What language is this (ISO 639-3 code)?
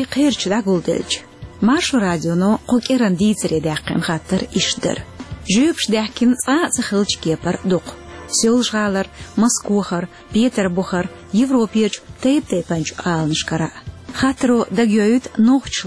che